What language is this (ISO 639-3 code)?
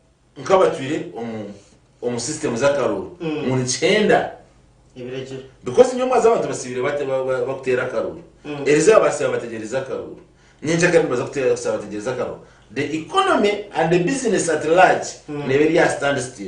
nyn